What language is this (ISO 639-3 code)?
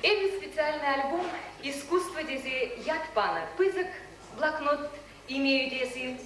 chv